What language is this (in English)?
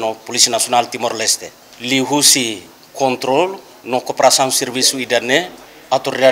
Tetum